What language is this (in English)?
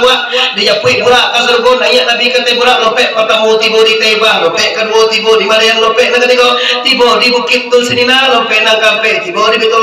Minangkabau